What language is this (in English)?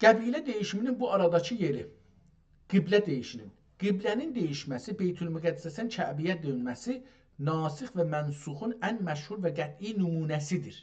South Azerbaijani